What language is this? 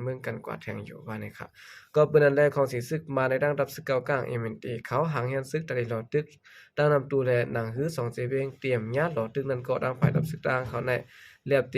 Shan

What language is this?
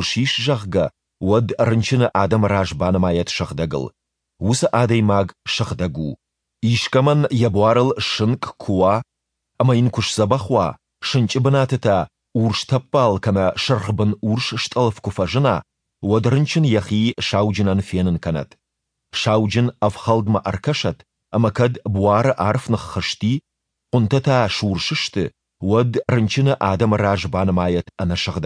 Ossetic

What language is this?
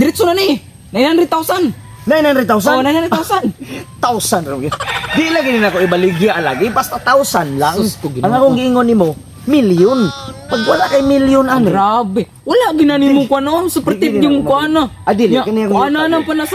Cebuano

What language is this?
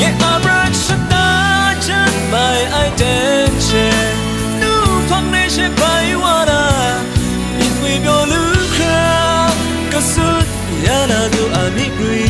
Kachin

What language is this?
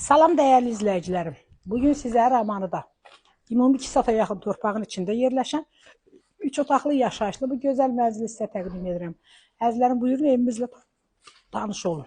Azerbaijani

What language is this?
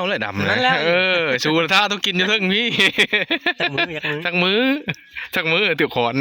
Northeastern Thai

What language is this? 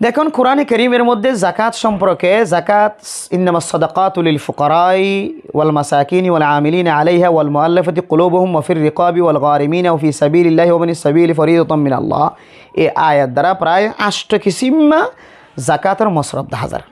Rohingya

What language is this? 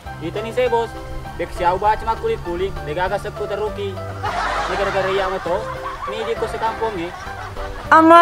Buginese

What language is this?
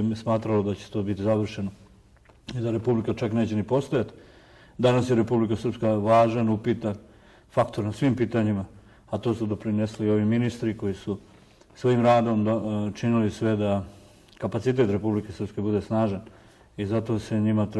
Bosnian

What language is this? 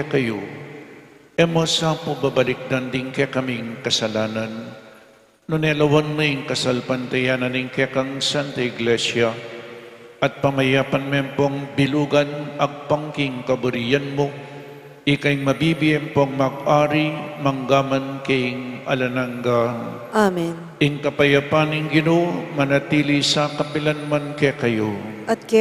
Pampanga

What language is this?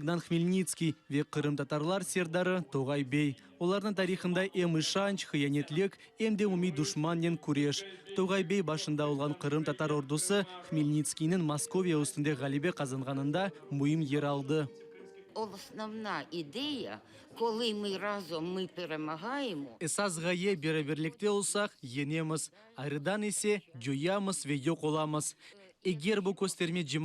Crimean Tatar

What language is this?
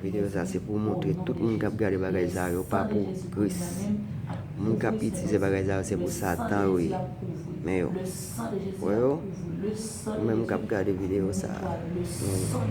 Haitian Creole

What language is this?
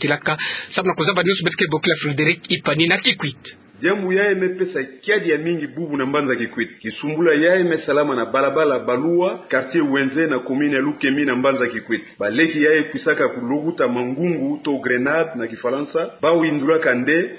Kituba (Democratic Republic of Congo)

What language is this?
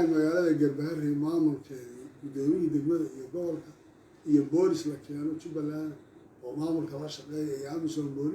Somali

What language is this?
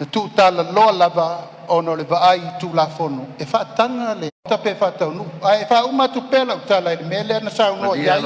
Samoan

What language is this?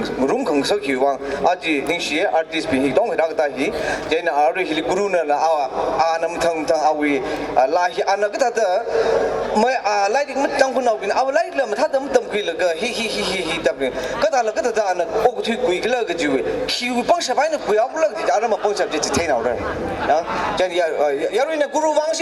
Tangkhul Naga (India)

